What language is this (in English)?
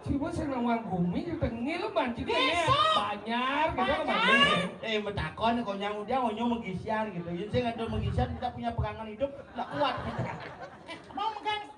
Balinese